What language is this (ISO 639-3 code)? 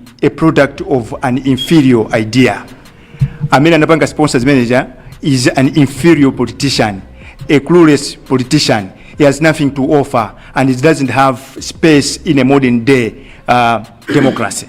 nya